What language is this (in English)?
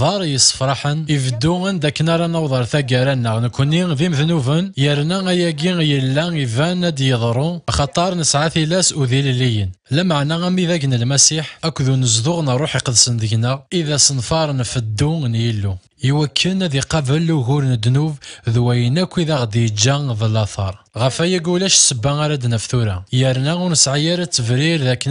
Kabyle